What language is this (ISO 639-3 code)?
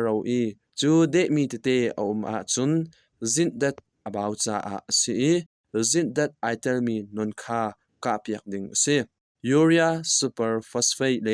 cnh